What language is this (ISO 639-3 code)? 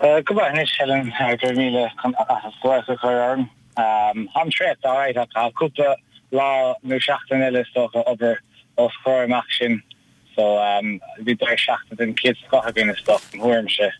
gle